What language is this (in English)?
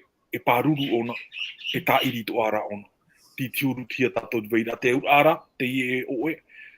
Tahitian